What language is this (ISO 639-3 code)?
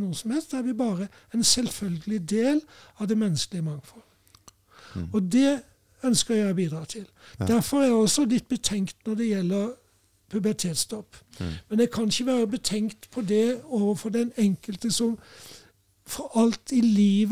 nor